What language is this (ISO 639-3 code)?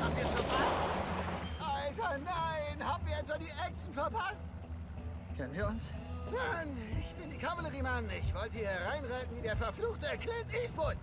gsw